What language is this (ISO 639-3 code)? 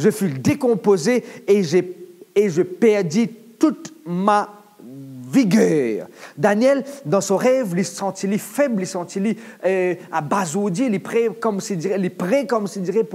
mfe